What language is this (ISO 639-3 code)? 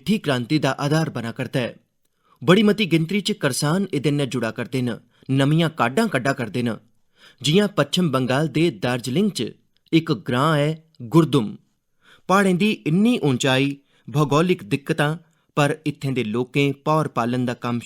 doi